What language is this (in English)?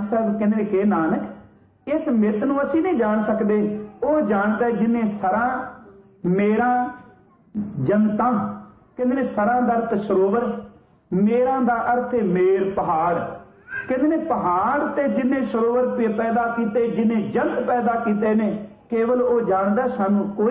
Punjabi